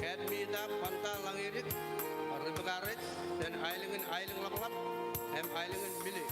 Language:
Marshallese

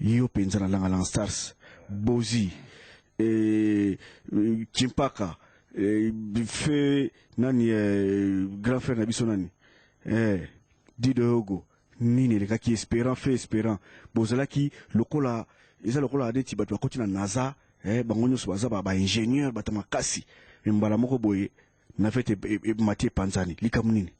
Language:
Lingala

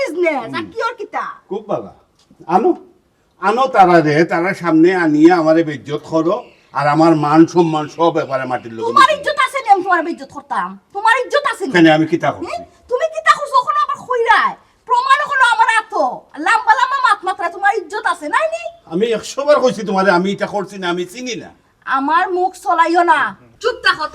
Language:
Sylheti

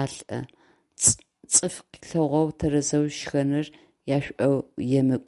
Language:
Adyghe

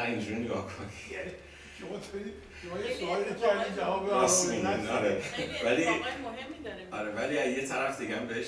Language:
Persian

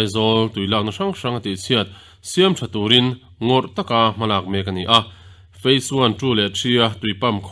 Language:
Mizo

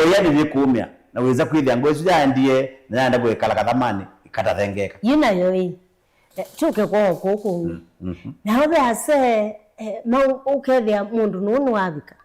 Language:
Kamba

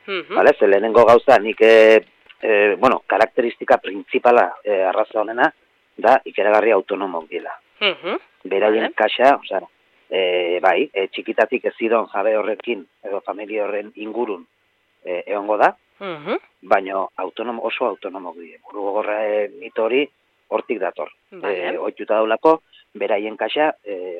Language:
Basque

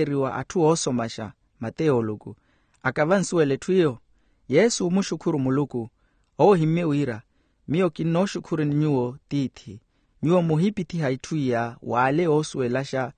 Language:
Makhuwa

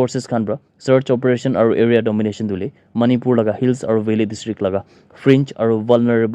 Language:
Naga Pidgin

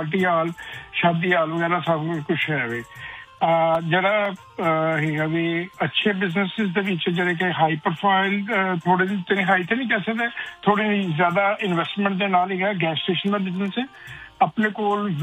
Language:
Punjabi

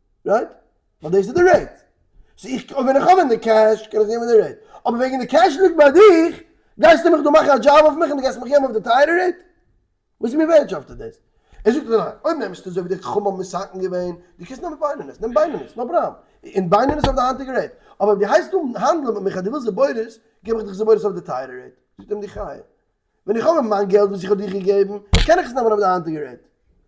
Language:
Yiddish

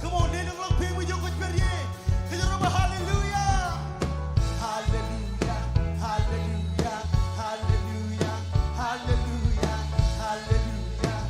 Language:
Marshallese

